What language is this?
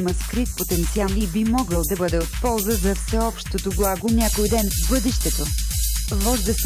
Bulgarian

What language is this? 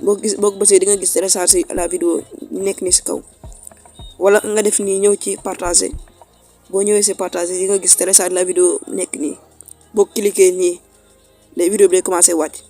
Wolof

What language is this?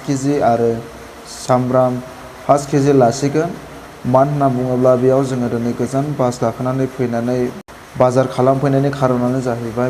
Bodo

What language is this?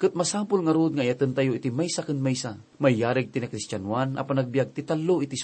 Iloko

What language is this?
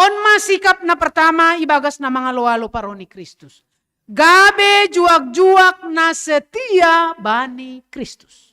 Batak Simalungun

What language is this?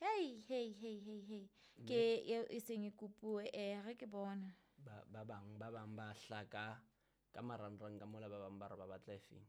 Southern Sotho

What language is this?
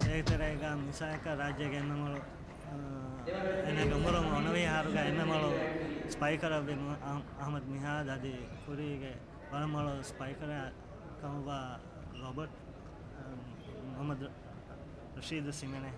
Divehi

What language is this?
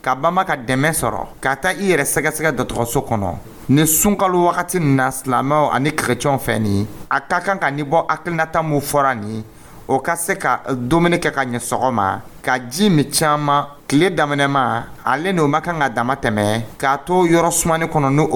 Dyula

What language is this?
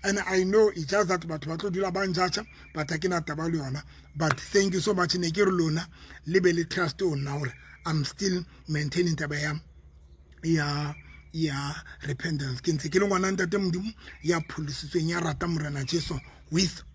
Southern Sotho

